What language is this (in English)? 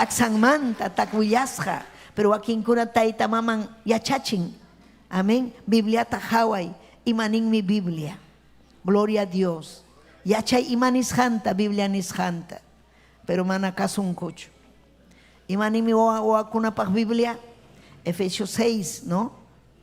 Ayacucho Quechua